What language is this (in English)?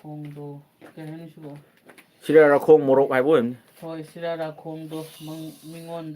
Manipuri